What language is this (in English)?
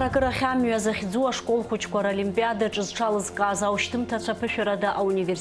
Abkhazian